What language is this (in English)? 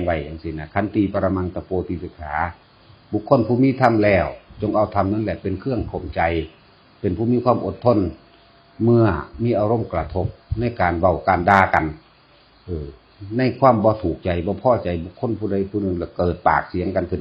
Northeastern Thai